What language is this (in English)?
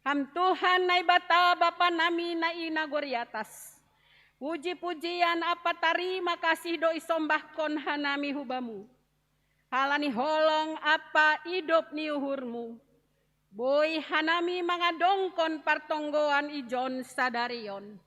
Batak Simalungun